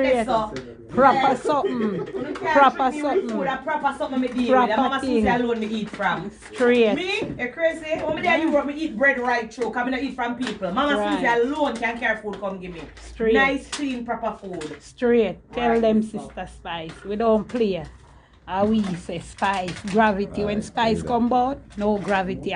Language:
Jamaican Creole English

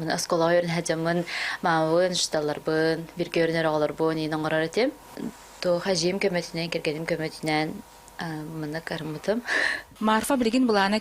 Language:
Yakut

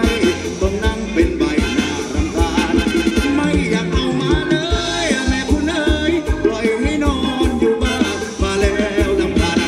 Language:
Thai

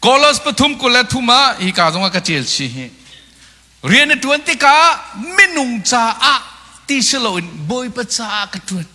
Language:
Hakha Chin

